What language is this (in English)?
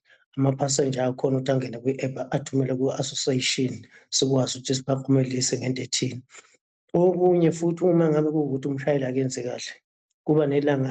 Zulu